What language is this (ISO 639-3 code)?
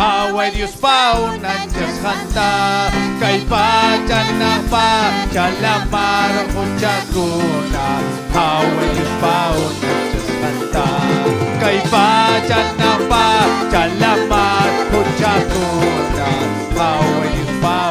quy